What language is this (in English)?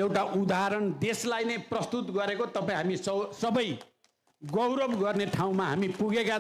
Nepali